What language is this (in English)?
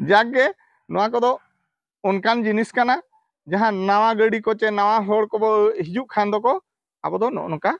Santali